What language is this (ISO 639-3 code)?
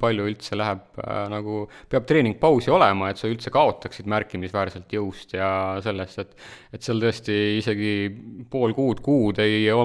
est